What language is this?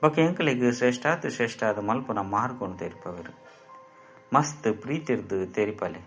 Tulu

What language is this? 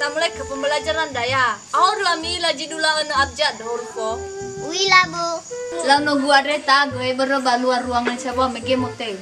Nias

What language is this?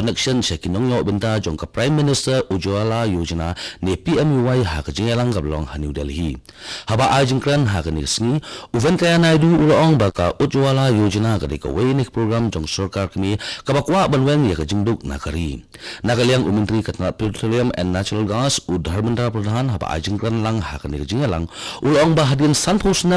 Khasi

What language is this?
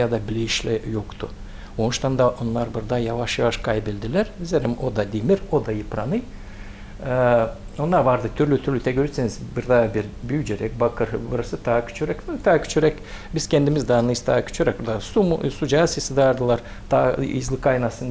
Gagauz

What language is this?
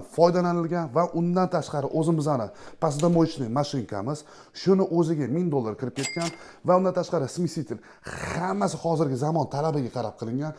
Uzbek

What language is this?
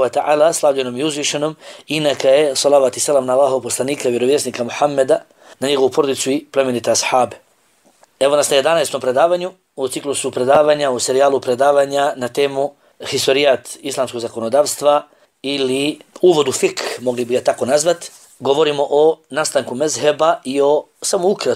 Bosnian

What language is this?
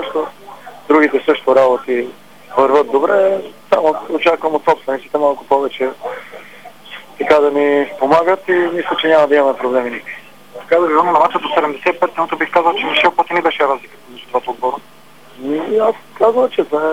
Bulgarian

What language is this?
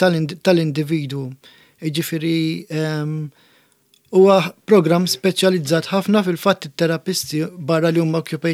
Maltese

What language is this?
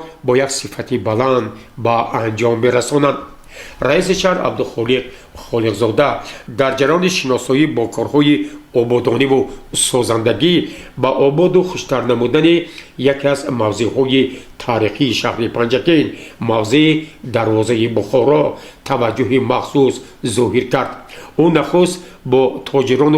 Tajik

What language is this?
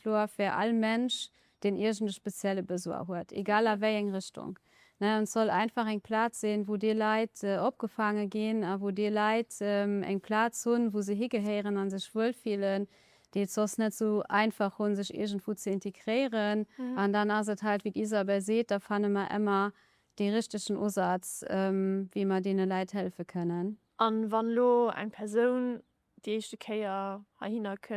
Luxembourgish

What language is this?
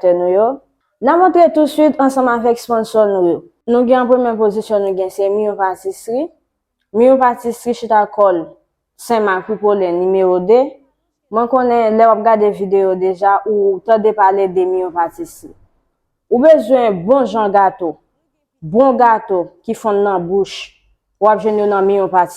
Haitian Creole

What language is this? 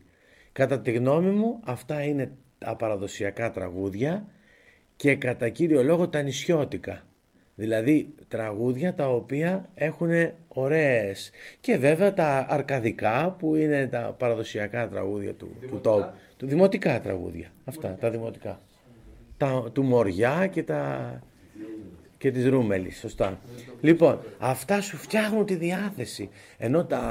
Greek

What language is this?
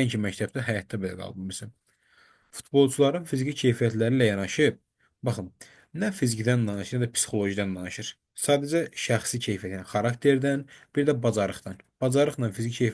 Azerbaijani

